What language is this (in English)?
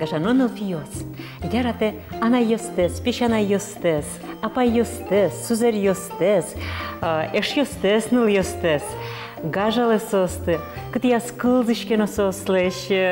Udmurt